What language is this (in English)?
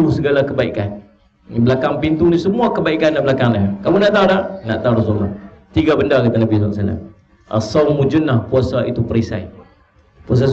Malay